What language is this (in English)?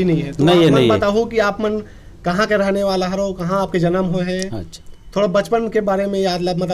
Chhattisgarhi